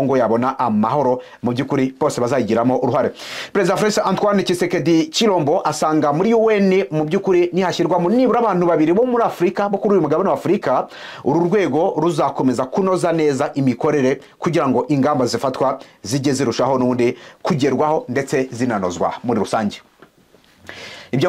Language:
Kinyarwanda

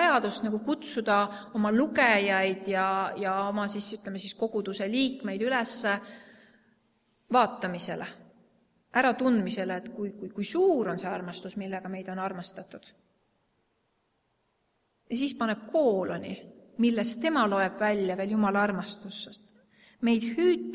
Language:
Estonian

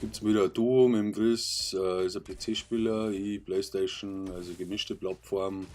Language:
Bavarian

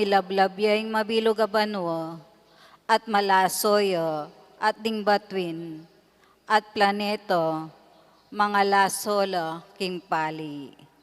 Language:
Pampanga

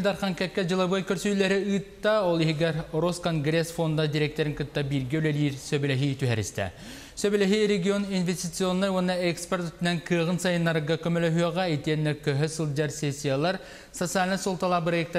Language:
Yakut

